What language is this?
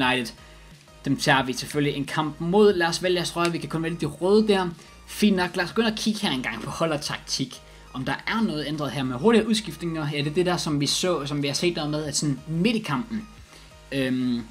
Danish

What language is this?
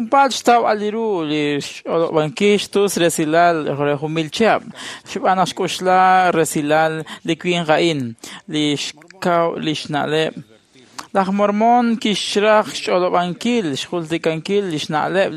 Kekchí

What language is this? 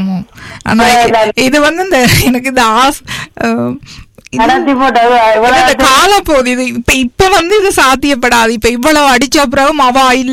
Tamil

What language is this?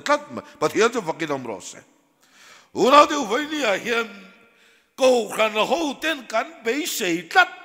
Mizo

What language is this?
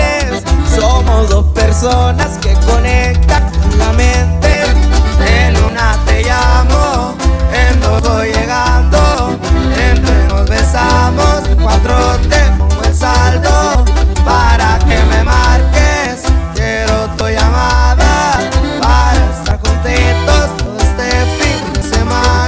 Spanish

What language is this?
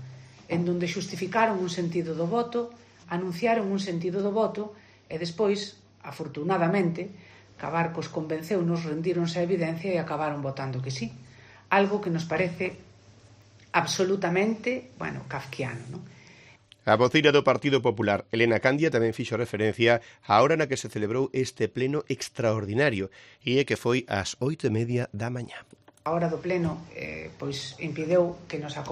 Galician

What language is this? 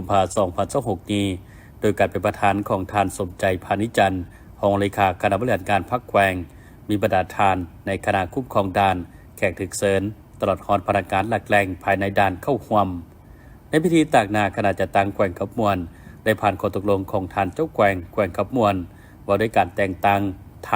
Lao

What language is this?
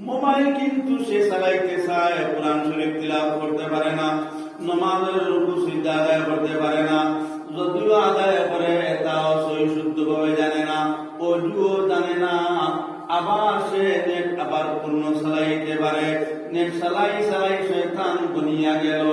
Sylheti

